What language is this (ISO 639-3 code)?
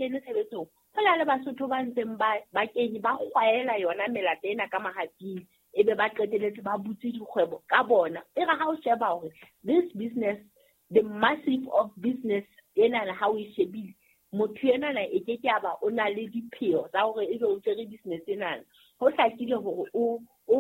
sot